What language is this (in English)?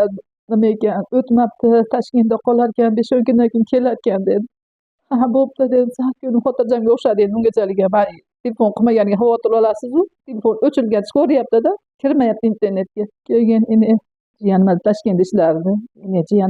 Uzbek